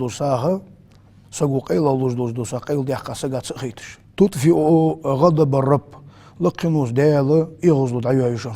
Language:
Ingush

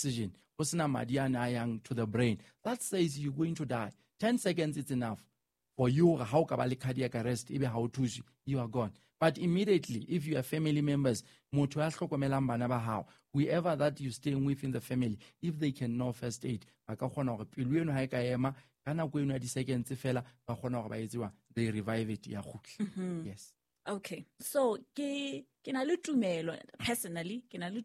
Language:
Southern Sotho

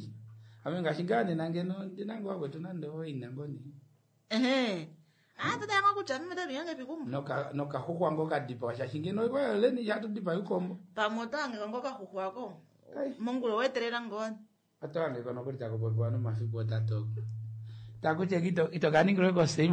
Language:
Kuanyama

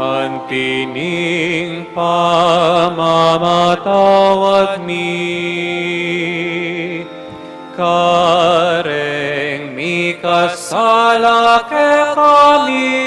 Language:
Pampanga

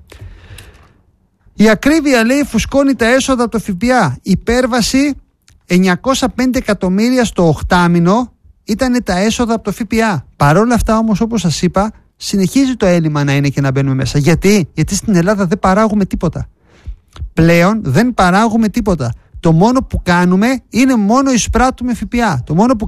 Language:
Greek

